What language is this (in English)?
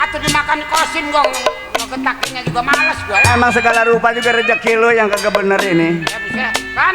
Betawi